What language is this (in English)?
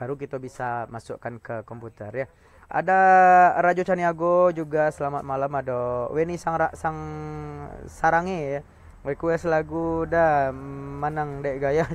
Minangkabau